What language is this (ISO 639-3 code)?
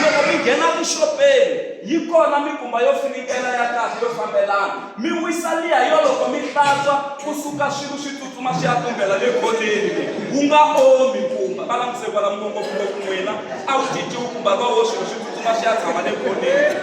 tso